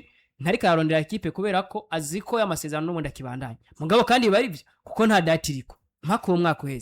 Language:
Rundi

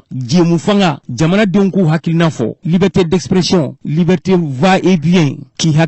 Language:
Bambara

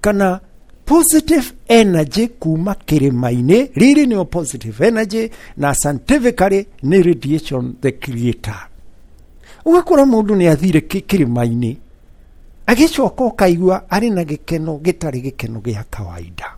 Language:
Kikuyu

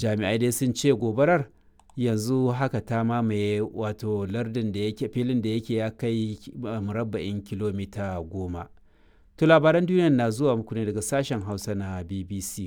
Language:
Hausa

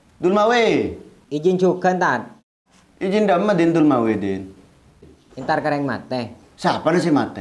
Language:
Madurese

